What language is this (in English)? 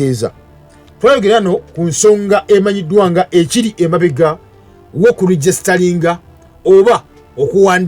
Ganda